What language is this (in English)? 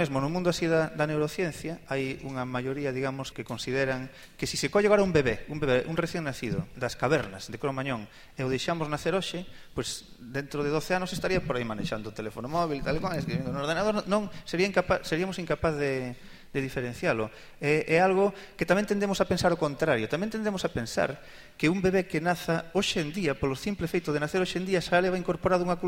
Galician